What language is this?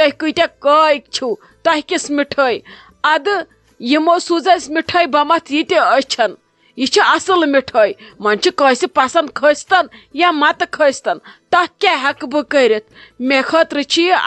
Kashmiri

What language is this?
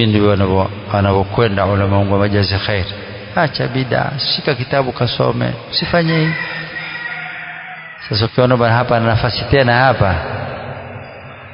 Swahili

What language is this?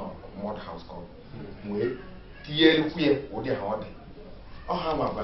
Igbo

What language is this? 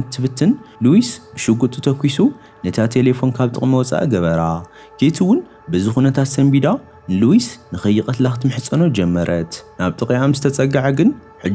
Tigrinya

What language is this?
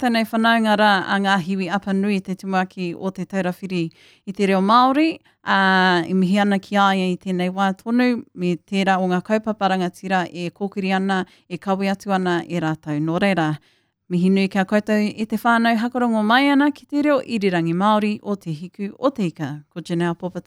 Māori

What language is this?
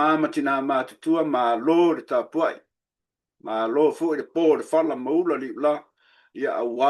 Samoan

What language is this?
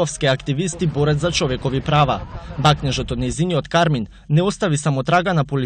Macedonian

